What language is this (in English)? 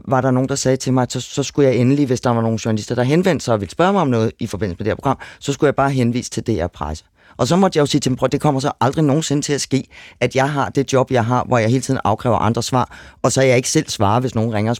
Danish